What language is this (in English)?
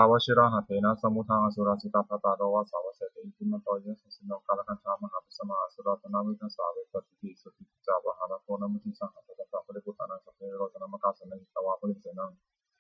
Pali